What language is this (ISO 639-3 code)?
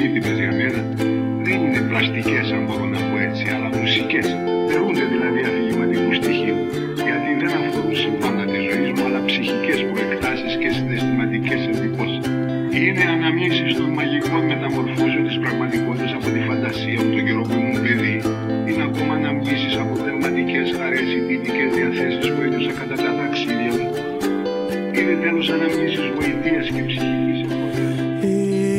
ell